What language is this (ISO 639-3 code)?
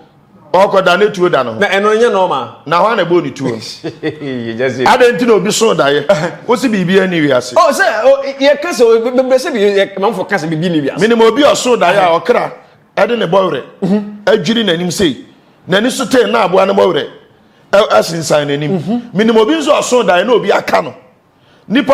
aka